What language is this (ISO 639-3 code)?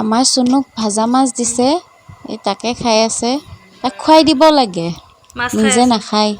asm